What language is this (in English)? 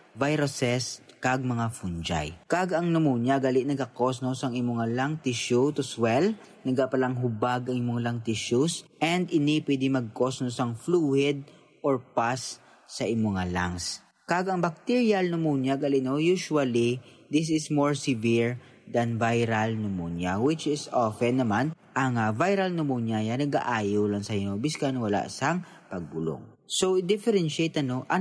Hiligaynon